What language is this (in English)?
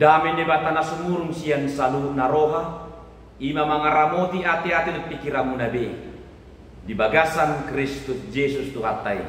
Batak Toba